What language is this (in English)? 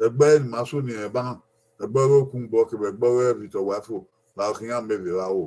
Bini